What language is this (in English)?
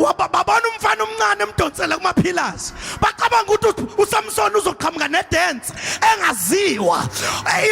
Zulu